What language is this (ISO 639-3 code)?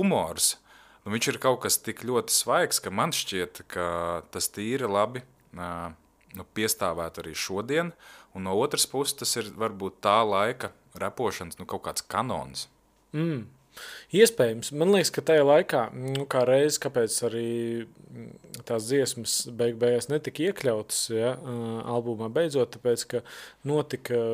lav